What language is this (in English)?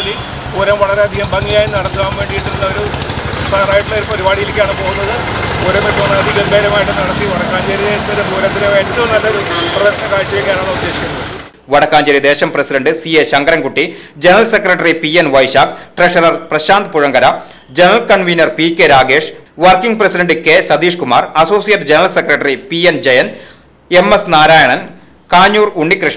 Malayalam